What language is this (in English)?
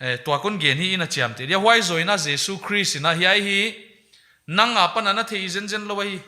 Paite Chin